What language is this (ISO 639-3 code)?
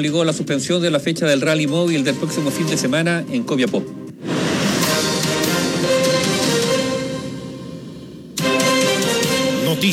spa